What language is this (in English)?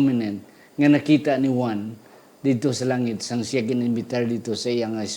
Hiligaynon